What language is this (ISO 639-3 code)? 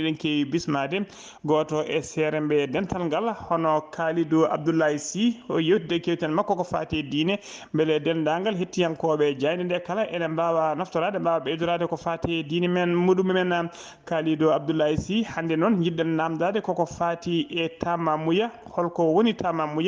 ful